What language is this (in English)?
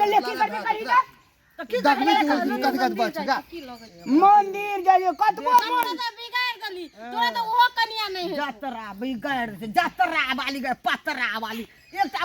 Maithili